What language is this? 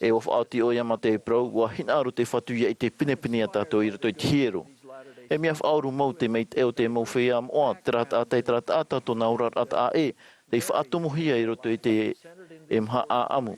Tahitian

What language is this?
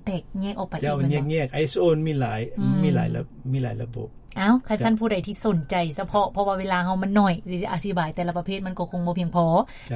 Lao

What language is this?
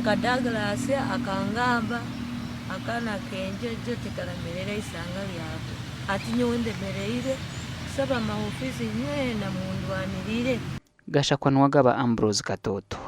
Nyankole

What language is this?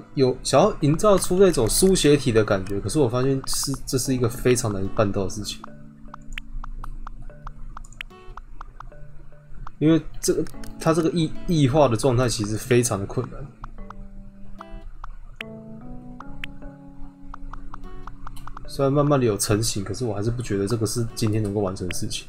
Chinese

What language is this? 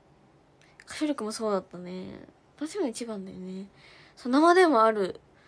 Japanese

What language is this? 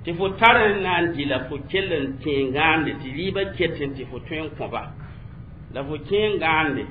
Mossi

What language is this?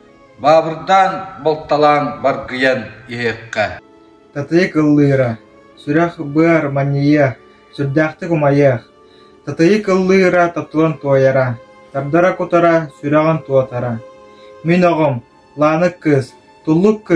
Yakut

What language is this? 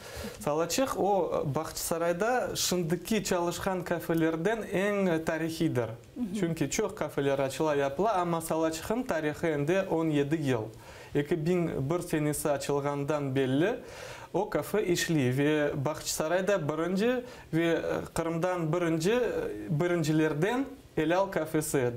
Crimean Tatar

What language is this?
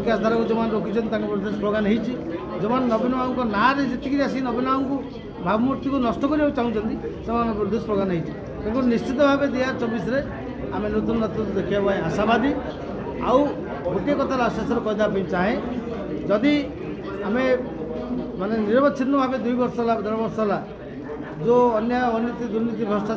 Odia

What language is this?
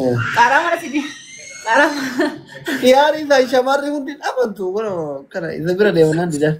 Oromo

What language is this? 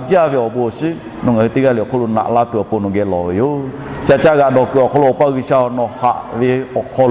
Lahu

